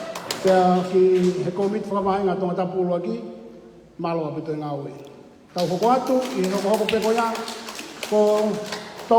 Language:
Tongan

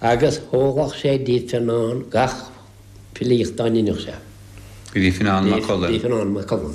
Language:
Irish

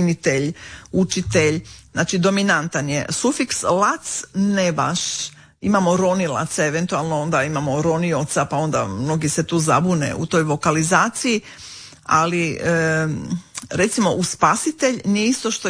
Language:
Croatian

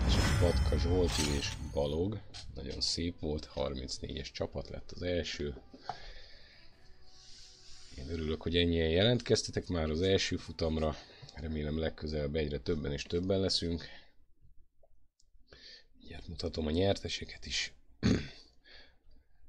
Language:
Hungarian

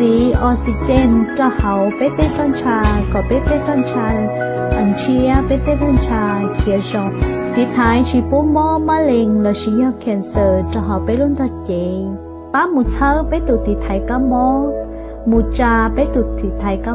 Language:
Hmong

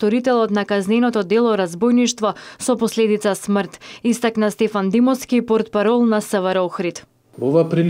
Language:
Macedonian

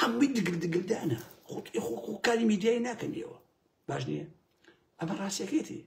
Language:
Central Kurdish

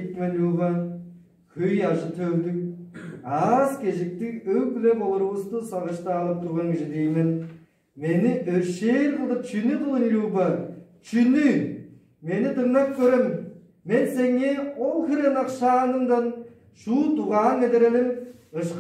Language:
Tuvinian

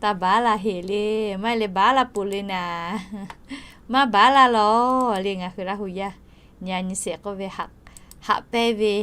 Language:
Lahu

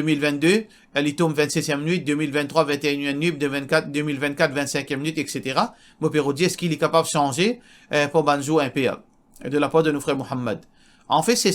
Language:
Morisyen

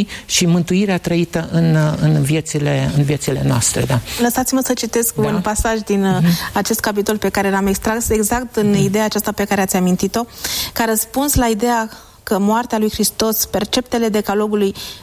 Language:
Romanian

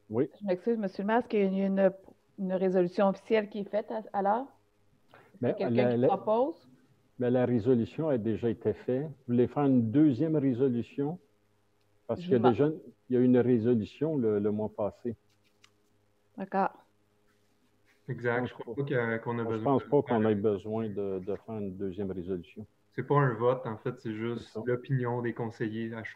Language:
French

